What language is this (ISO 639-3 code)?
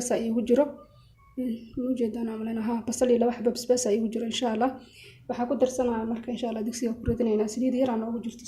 som